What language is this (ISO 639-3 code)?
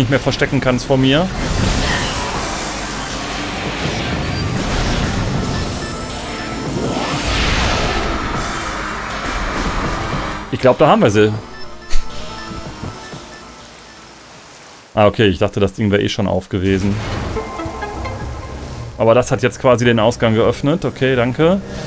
deu